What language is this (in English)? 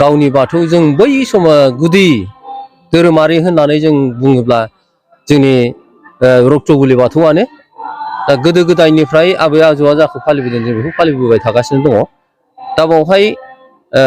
Bodo